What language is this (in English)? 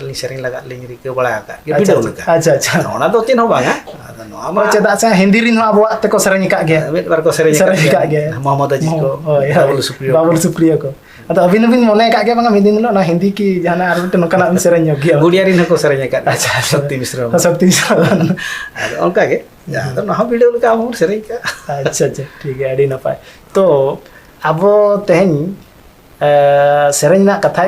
Santali